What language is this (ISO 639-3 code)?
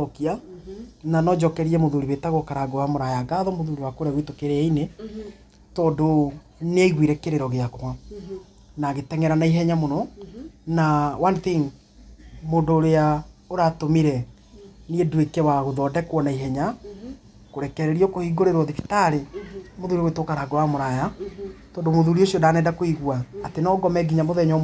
kik